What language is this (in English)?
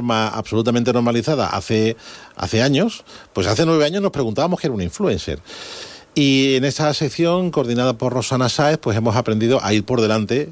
Spanish